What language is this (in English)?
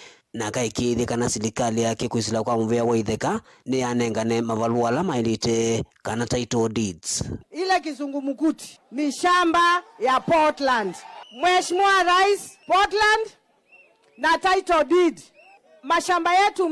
Kamba